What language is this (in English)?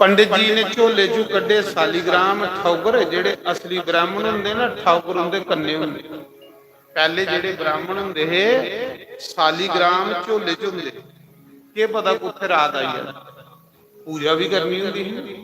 Dogri